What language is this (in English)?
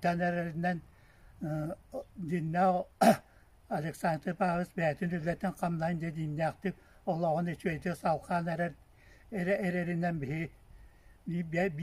Yakut